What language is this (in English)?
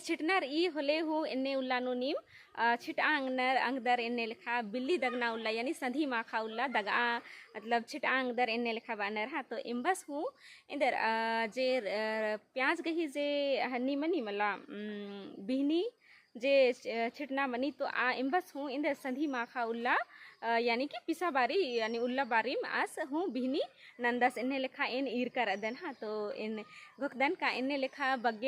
Kurukh